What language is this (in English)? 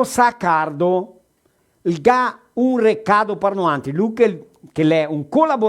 Venetian